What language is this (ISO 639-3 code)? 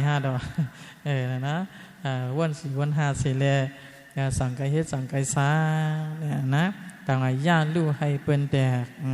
shn